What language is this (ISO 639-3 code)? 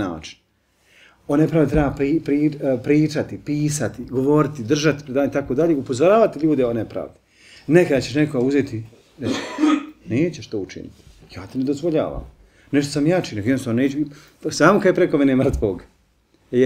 bos